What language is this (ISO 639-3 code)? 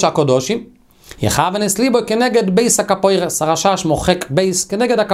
heb